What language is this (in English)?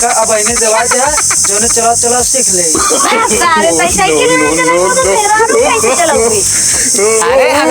Awadhi